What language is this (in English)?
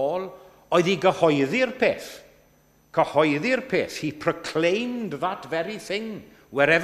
Welsh